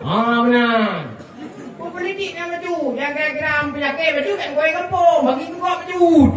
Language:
Achinese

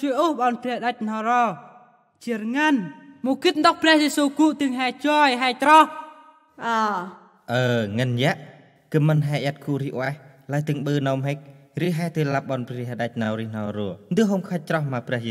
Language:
Central Mnong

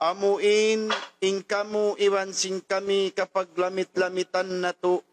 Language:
Tausug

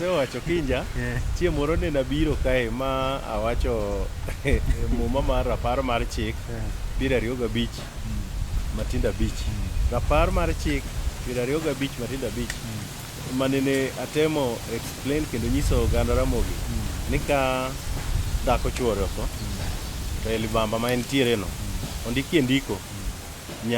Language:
Luo (Kenya and Tanzania)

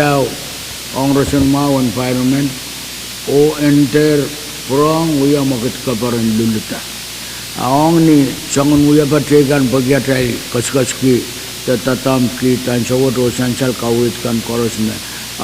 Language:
Pohnpeian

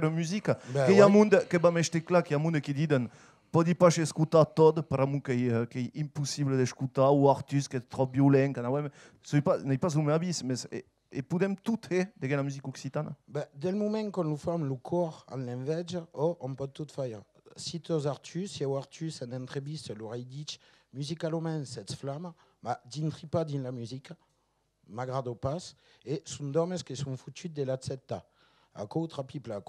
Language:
Occitan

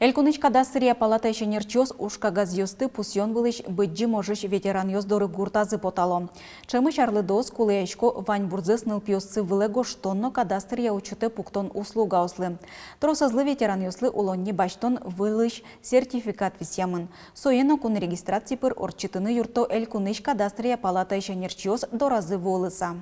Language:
Udmurt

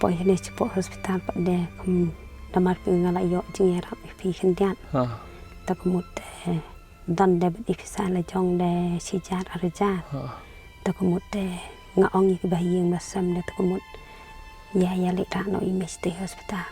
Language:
Khasi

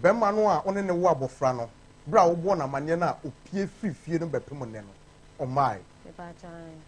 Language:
Akan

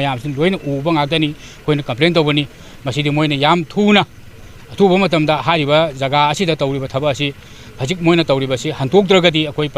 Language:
Manipuri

